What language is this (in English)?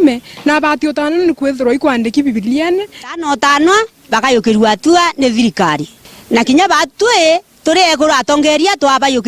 Meru